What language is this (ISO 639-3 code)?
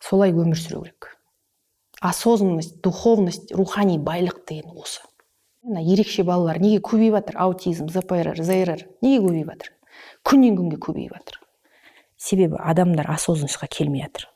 kaz